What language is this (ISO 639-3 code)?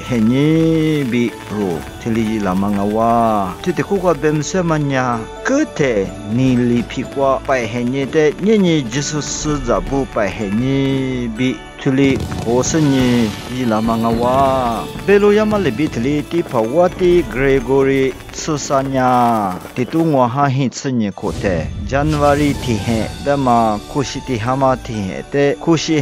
lis